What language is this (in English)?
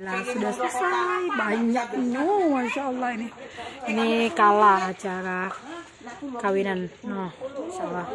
Musi